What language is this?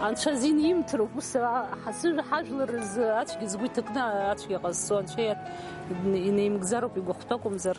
Abkhazian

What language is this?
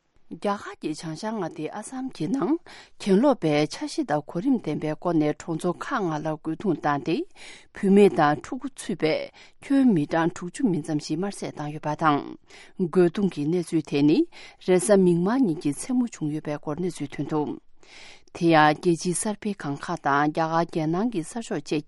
Tibetan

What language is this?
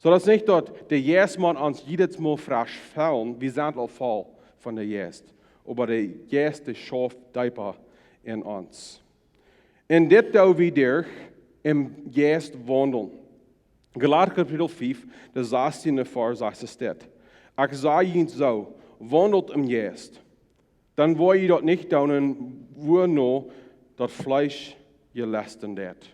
Plautdietsch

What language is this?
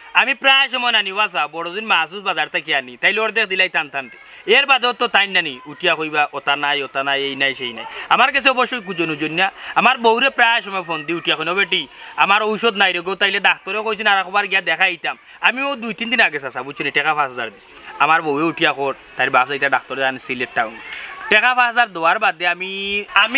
Sylheti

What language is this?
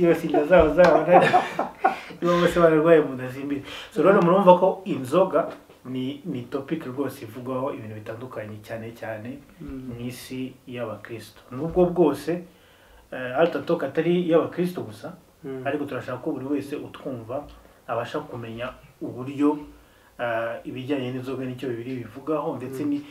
Kinyarwanda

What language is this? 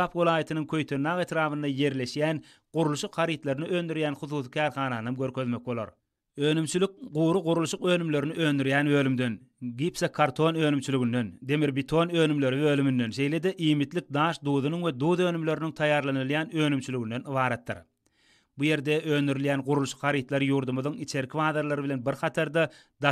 Turkmen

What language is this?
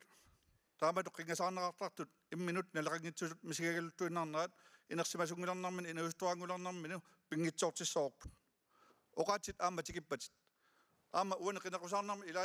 Kalaallisut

